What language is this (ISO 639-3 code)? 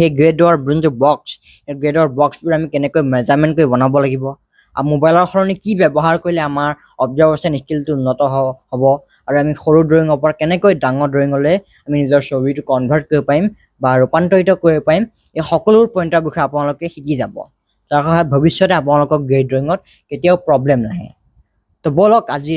asm